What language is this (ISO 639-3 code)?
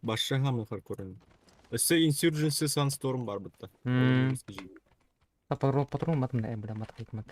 sah